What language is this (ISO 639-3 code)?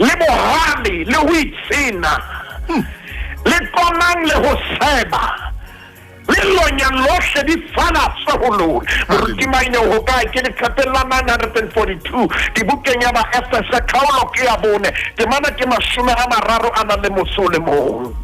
sot